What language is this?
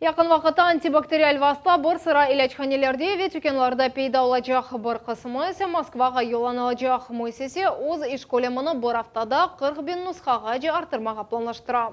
Crimean Tatar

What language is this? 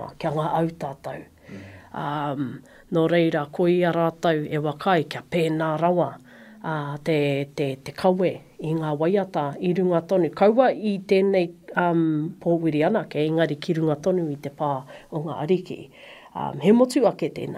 Māori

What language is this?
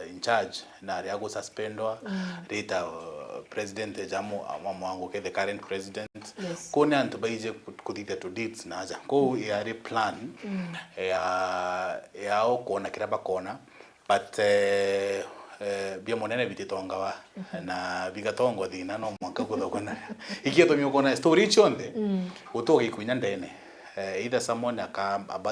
Meru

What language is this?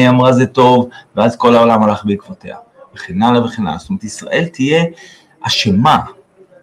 Hebrew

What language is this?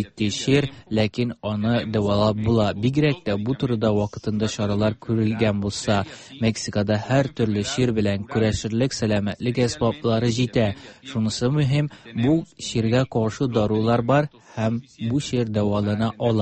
Tatar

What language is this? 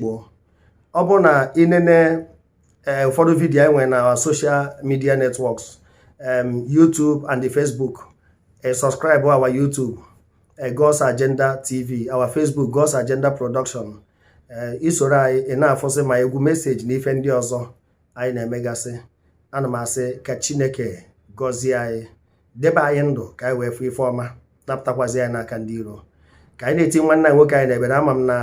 Igbo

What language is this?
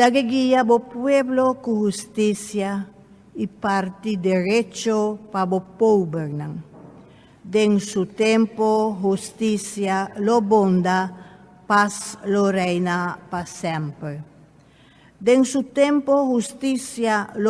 Papiamento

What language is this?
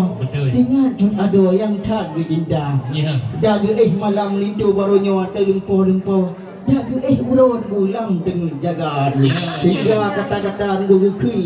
Achinese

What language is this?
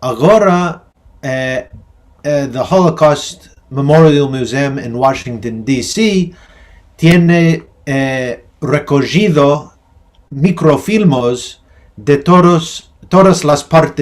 Ladino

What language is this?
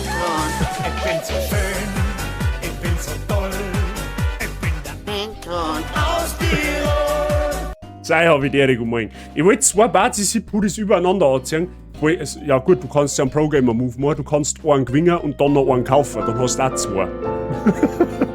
Bavarian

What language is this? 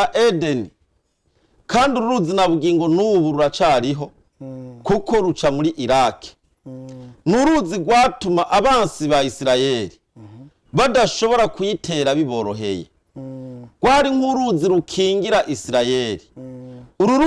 Rundi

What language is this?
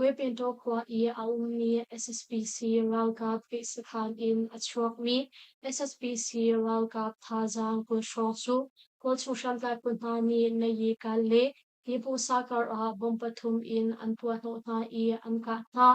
Hakha Chin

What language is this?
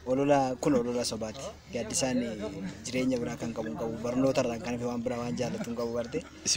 Oromo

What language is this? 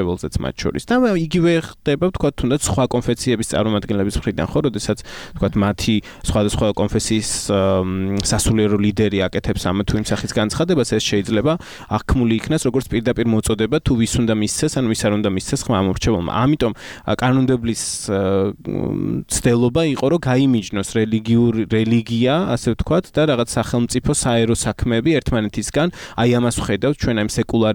Georgian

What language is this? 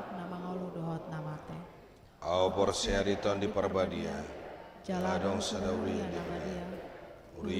Batak Toba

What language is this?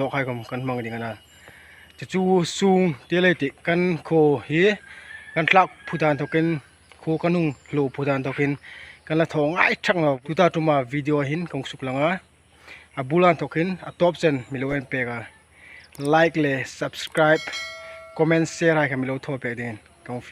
Hmar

